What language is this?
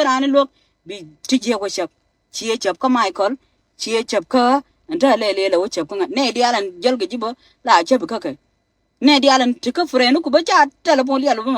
Nuer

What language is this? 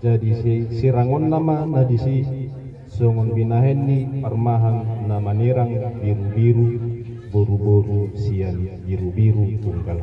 Batak Toba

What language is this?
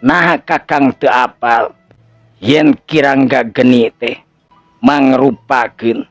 Sundanese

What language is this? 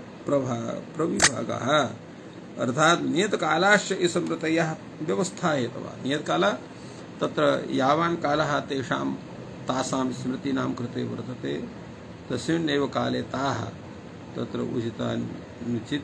Sanskrit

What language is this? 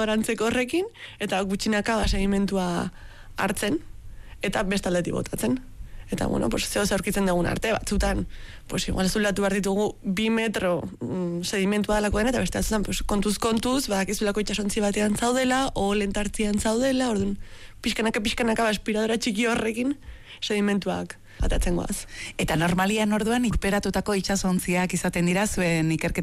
Basque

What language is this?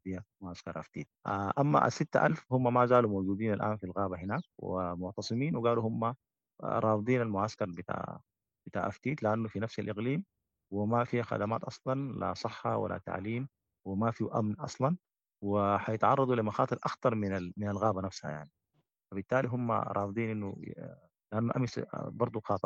Sudanese Arabic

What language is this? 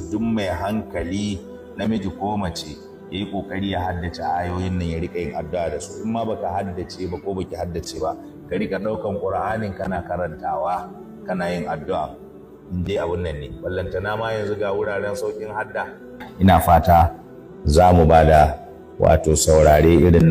Hausa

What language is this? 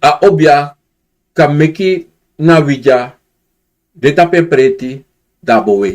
Sranan Tongo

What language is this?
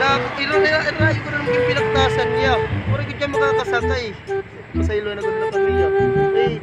Waray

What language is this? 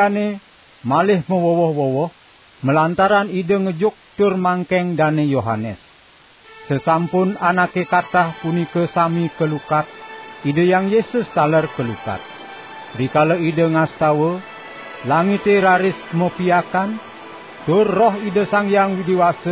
Balinese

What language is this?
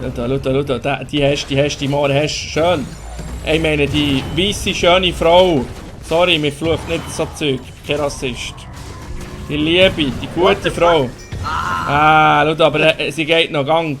Swiss German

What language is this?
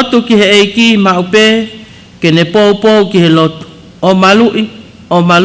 Tongan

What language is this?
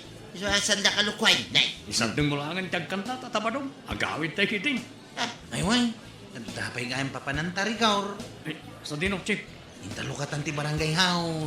Iloko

